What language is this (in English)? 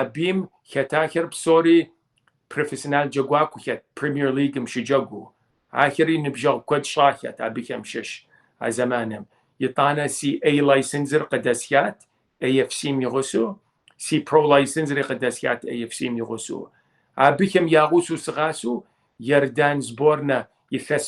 Kabardian